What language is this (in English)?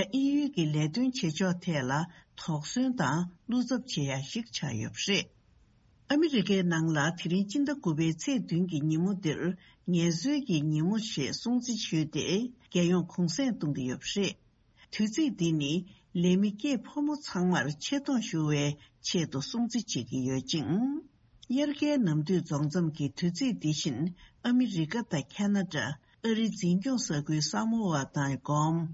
Tibetan